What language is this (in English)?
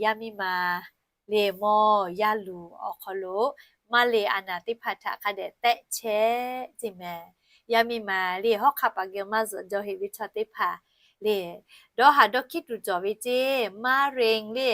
Lahu